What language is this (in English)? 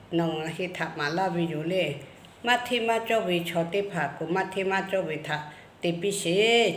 Lahu